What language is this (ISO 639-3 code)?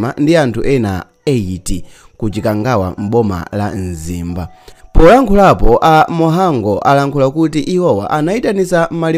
nya